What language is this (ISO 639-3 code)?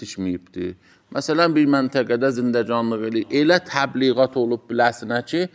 aze